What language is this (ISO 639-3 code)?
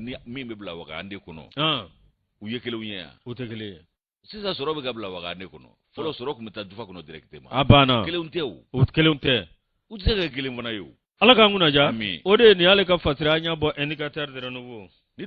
bam